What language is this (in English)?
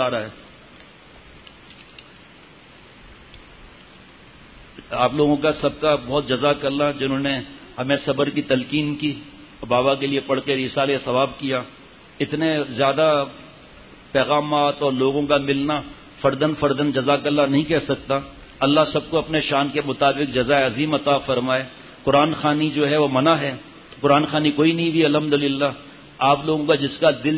Urdu